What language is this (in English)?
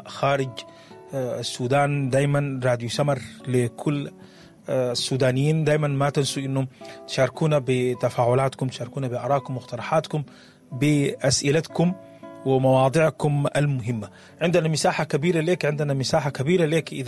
Sudanese Arabic